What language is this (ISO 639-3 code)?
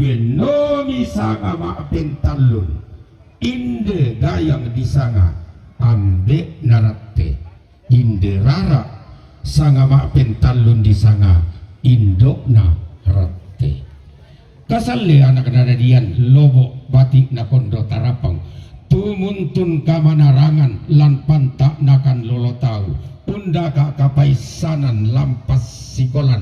sda